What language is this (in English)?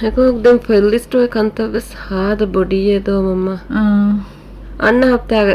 Divehi